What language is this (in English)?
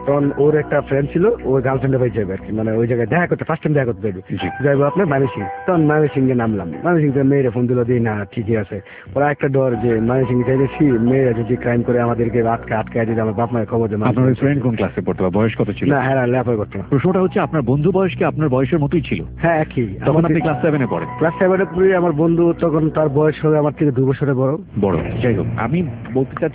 Bangla